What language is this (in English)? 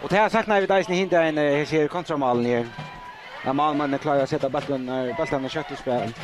Faroese